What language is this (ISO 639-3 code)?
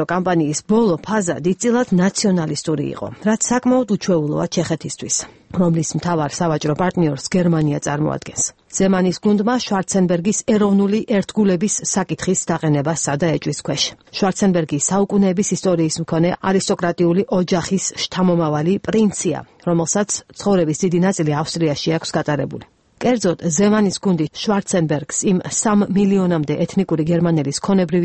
kat